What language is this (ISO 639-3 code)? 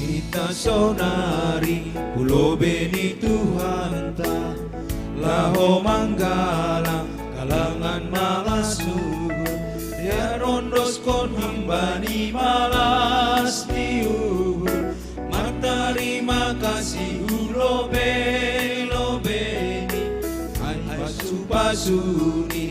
bts